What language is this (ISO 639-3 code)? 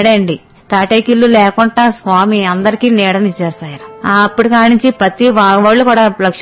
tel